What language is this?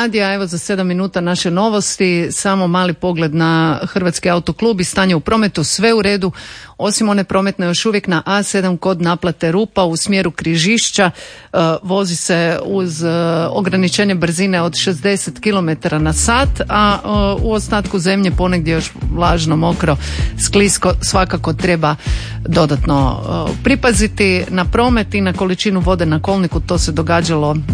Croatian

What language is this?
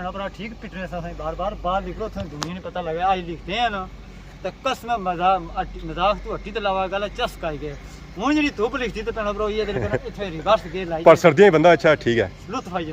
Pahari-Potwari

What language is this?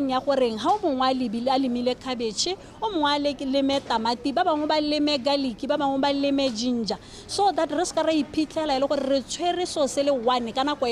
Tswana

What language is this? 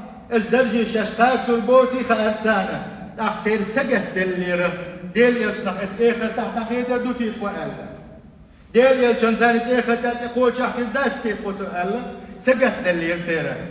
Chechen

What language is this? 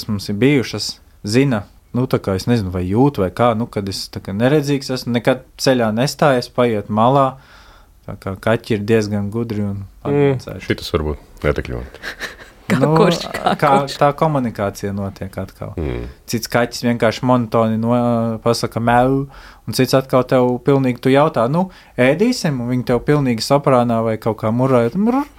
Latvian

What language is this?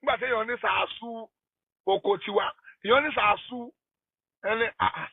Yoruba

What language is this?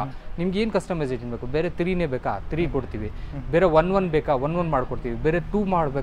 Kannada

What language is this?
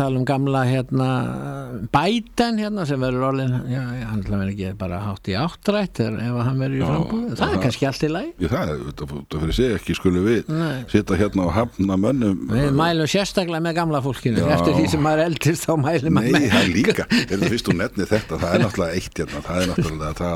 Icelandic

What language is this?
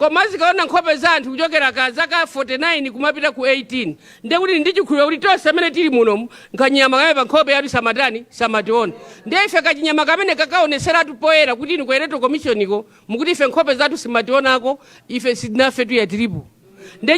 Nyanja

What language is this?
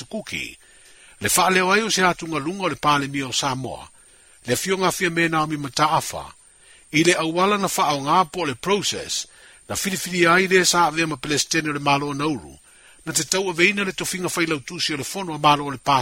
Samoan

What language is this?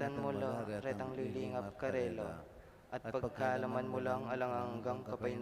Pampanga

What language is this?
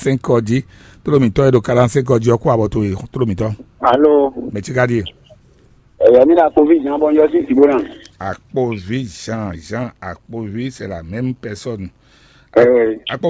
Fon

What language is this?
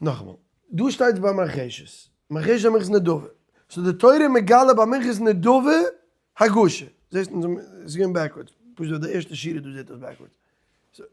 Yiddish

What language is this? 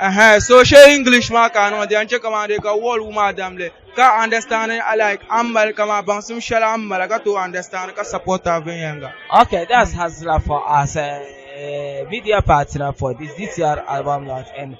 Dagbani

